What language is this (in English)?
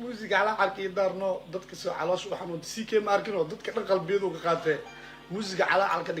Somali